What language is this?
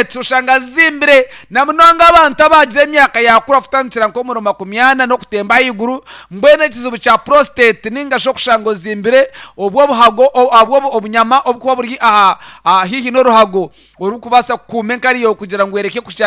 Nyankole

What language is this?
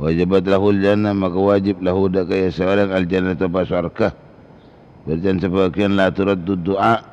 Madurese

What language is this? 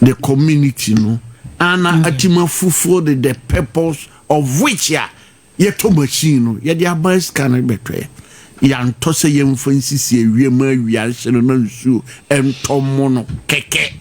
Akan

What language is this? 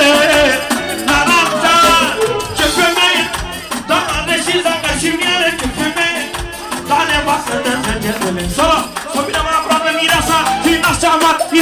Romanian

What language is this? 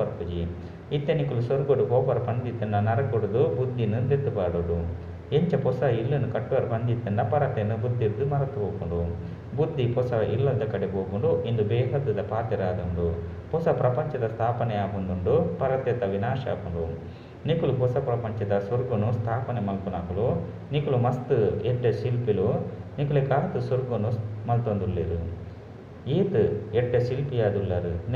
Tulu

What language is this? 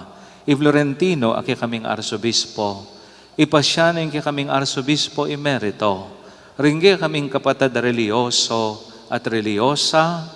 Pampanga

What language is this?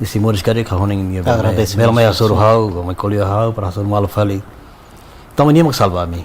Tetum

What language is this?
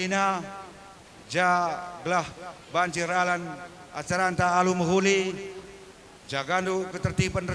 Batak Karo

